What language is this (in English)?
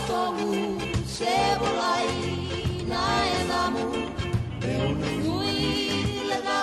Fijian